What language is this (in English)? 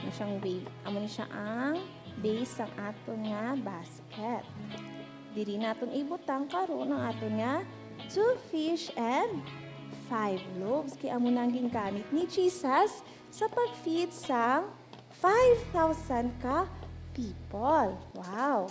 Hiligaynon